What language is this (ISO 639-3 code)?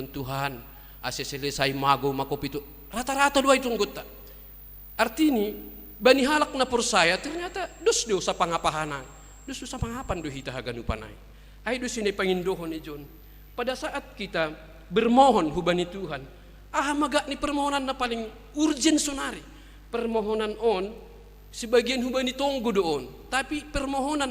bts